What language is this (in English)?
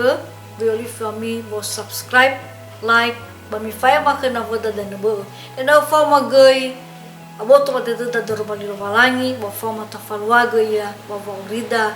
Nias